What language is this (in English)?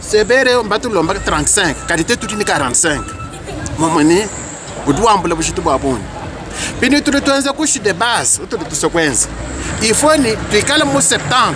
Luba-Lulua